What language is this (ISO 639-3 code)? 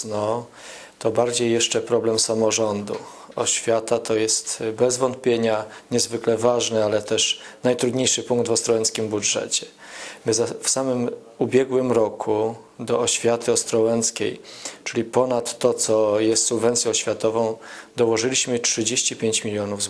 pol